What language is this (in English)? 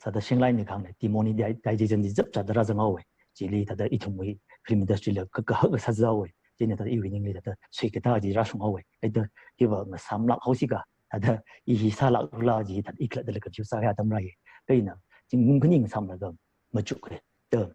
Tangkhul Naga (India)